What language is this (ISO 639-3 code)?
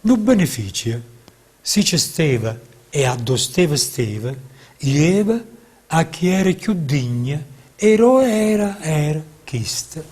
nap